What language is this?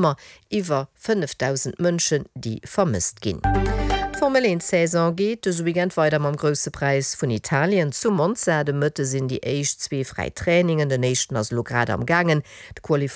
Luxembourgish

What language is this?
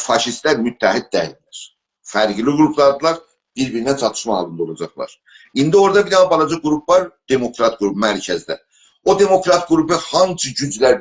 South Azerbaijani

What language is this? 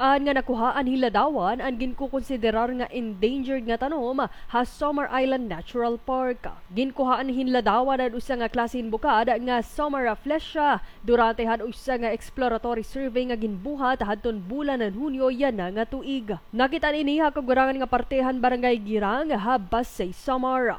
Waray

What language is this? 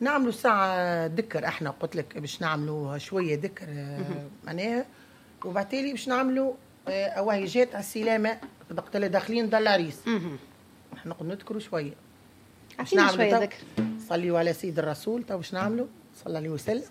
Tunisian Arabic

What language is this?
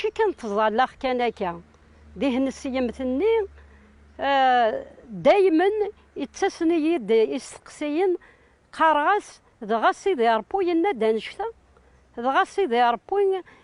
Kabyle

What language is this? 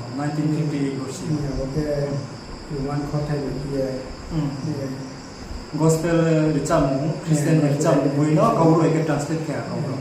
Riang (India)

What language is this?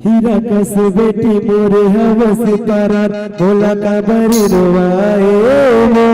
Chhattisgarhi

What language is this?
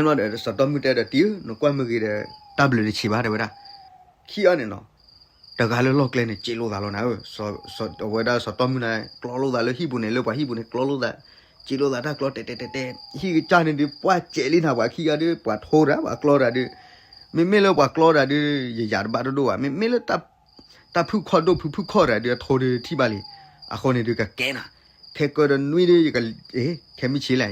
S'gaw Karen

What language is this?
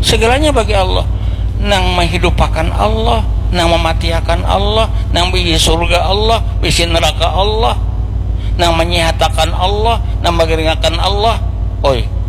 Banjar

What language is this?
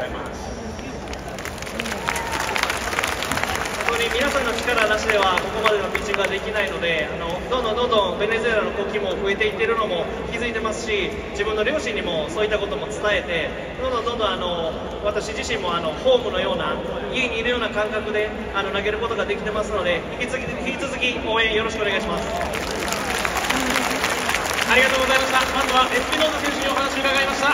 Japanese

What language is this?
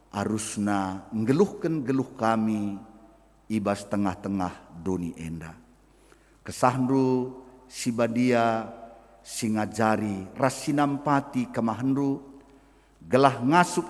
Batak Karo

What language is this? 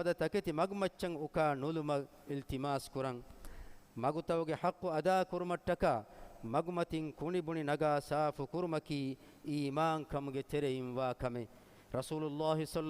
Divehi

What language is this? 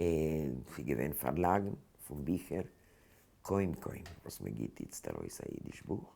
Yiddish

